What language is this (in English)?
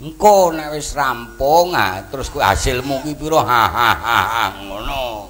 Javanese